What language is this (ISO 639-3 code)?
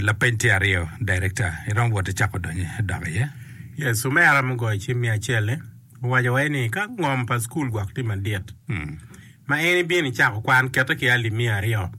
ach